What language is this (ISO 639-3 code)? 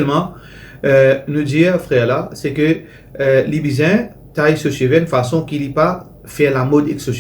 mfe